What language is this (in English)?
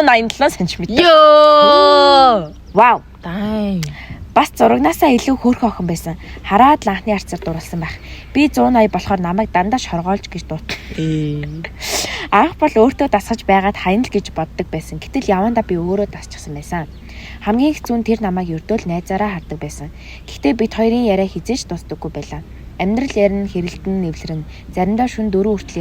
Mongolian